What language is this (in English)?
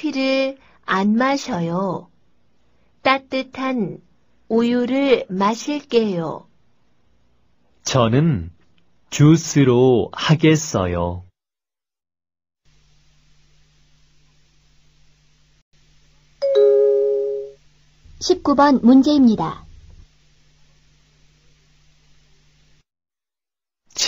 Korean